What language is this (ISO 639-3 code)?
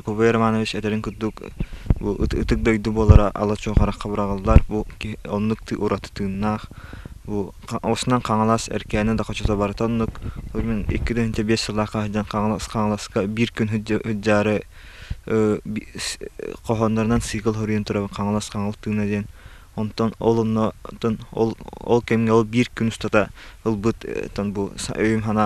sah